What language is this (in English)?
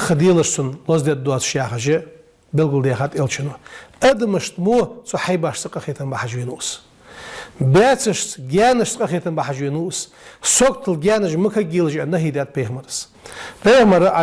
Ingush